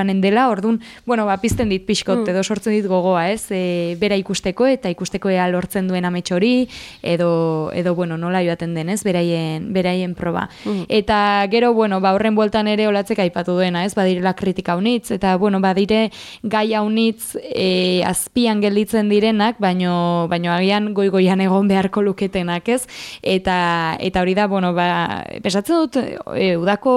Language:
Basque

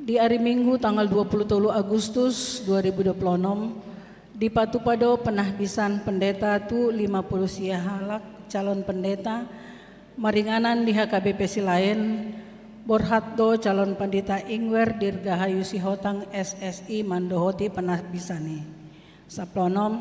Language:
Batak Toba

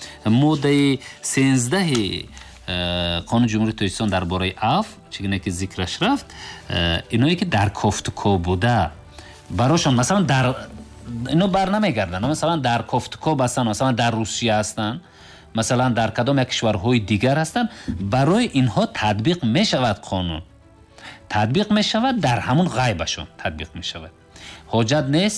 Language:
Tajik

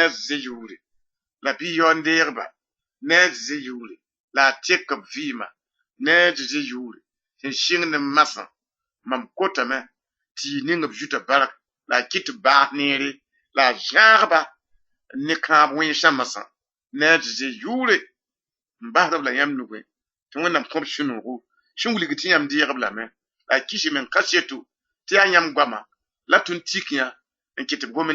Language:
Mossi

